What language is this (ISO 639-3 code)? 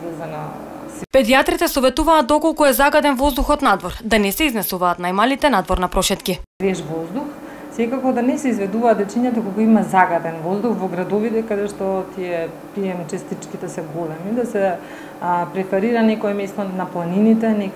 mkd